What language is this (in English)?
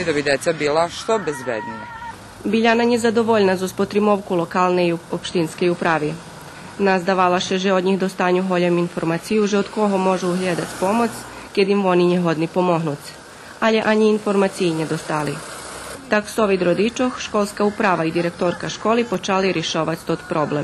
Rusyn